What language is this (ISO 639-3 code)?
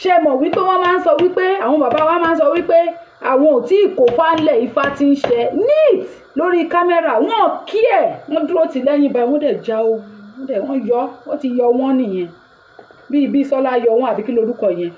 yor